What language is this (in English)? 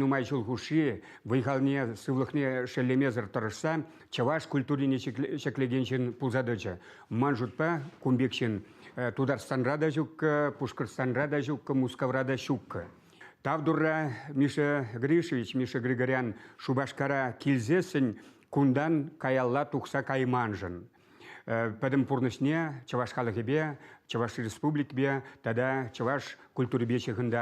Chuvash